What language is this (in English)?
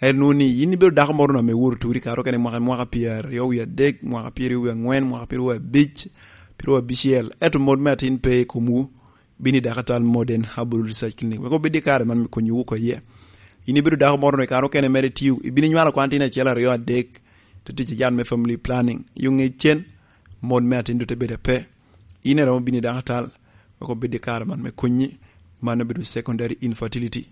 Lango (Uganda)